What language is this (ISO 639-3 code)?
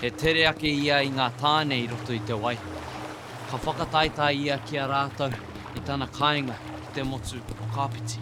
mri